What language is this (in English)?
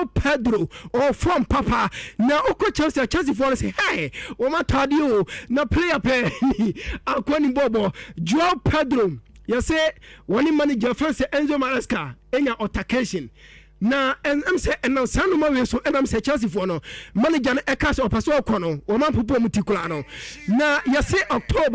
Akan